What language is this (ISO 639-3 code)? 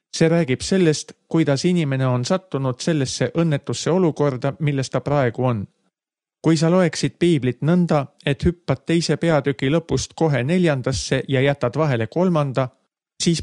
est